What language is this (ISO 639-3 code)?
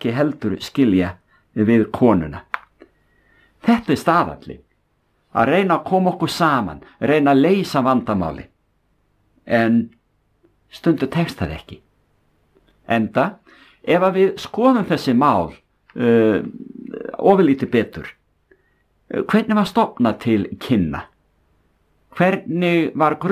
isl